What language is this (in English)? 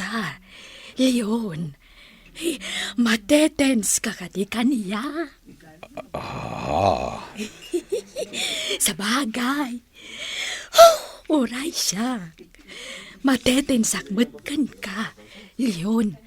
Iloko